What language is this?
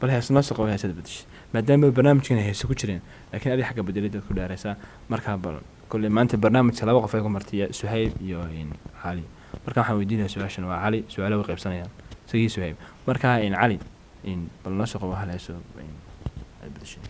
Somali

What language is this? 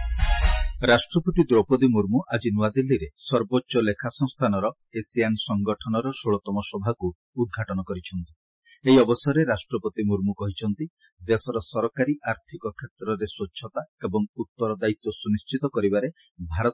Odia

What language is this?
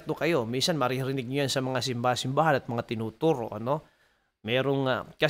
Filipino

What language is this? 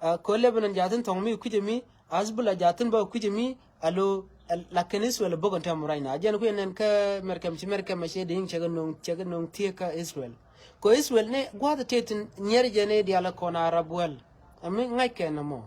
Nuer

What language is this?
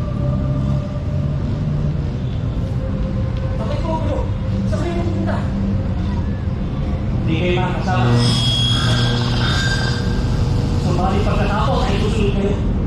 Filipino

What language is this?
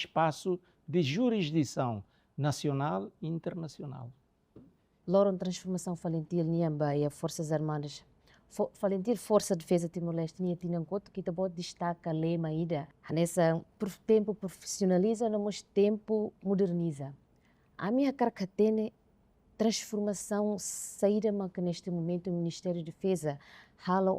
Tetum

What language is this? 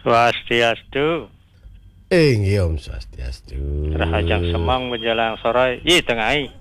Balinese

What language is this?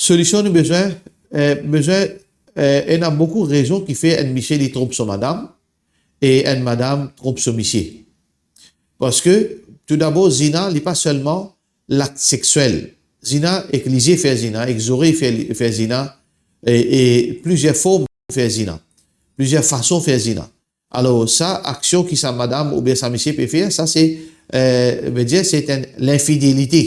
Morisyen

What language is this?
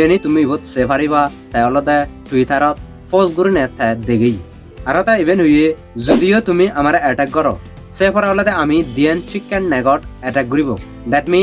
Chakma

